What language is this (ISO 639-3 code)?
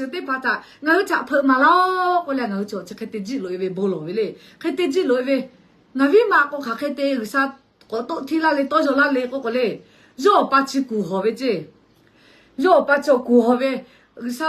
lhu